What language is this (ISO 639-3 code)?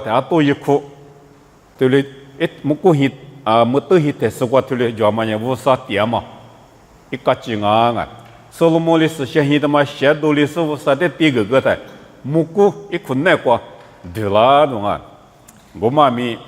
lis